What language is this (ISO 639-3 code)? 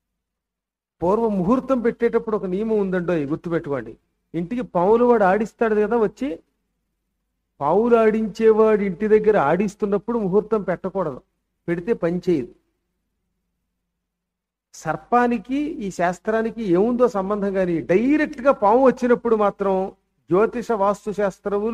tel